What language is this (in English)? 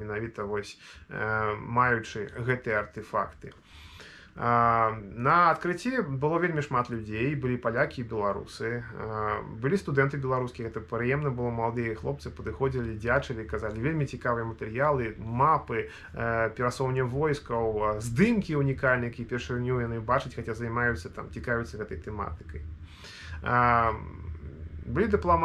Belarusian